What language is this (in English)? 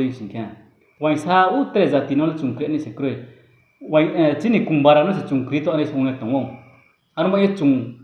Riang (India)